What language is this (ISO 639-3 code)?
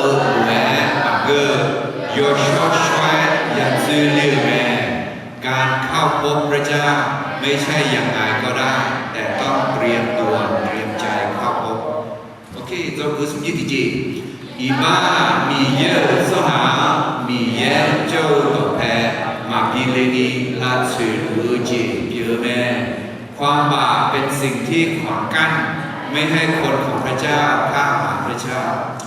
ahk